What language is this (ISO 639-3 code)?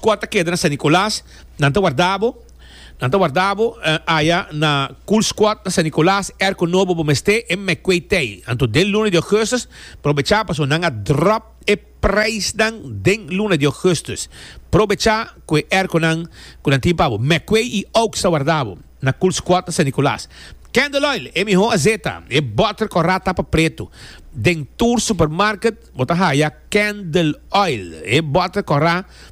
pap